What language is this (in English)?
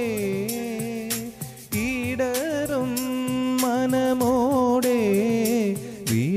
Malayalam